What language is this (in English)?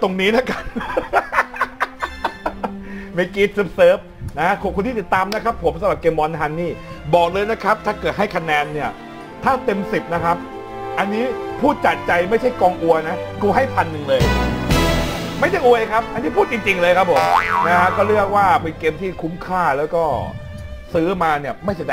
Thai